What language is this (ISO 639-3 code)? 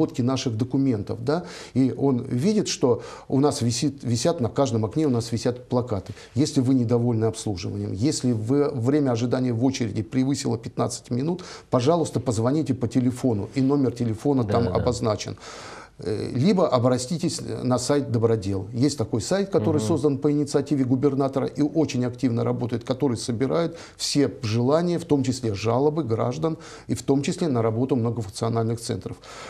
rus